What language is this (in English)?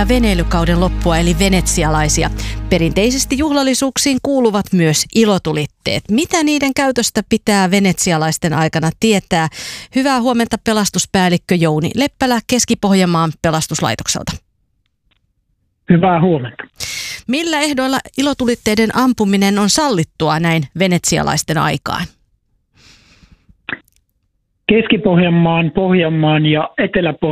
Finnish